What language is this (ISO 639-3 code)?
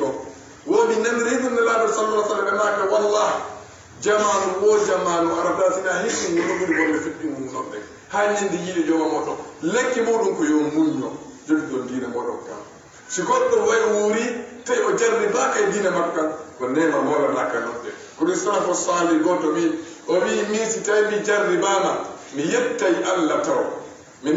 ful